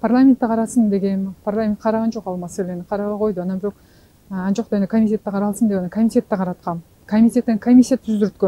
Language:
Kyrgyz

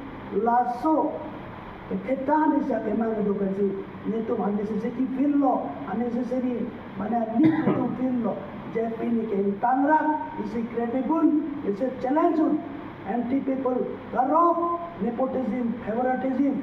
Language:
Karbi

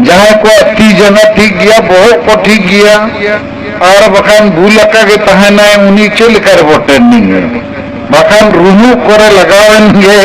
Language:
Santali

